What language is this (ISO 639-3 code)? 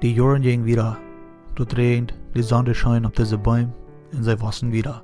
pdt